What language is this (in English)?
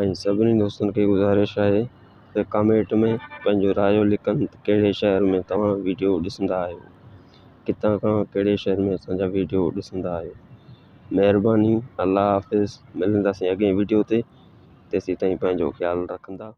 Sindhi